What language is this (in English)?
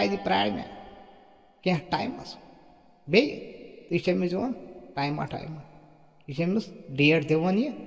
Kashmiri